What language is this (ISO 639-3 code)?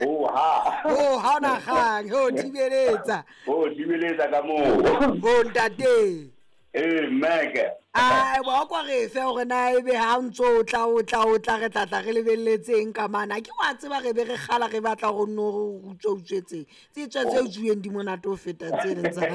sot